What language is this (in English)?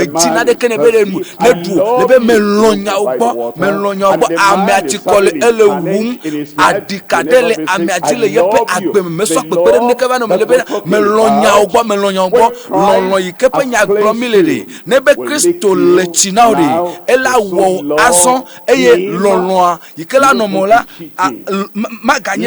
Ewe